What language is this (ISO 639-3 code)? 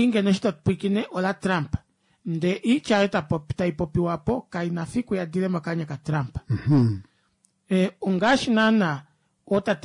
kua